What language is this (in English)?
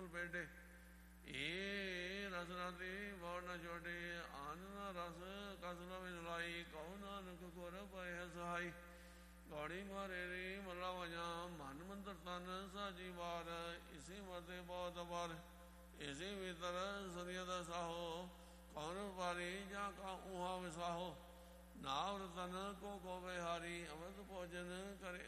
Punjabi